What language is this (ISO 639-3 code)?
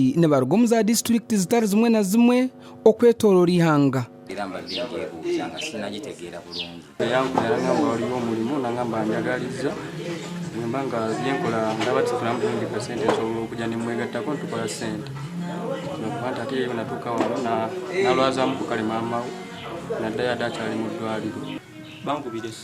nyn